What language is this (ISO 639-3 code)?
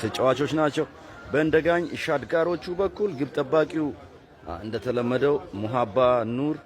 amh